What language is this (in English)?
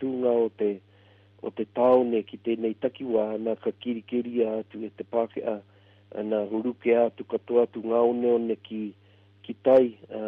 Māori